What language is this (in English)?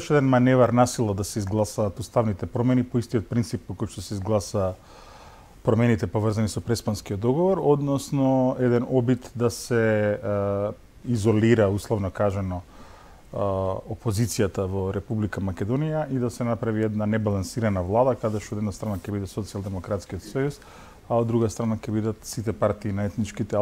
Macedonian